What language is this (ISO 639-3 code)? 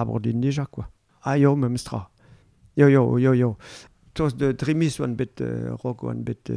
bre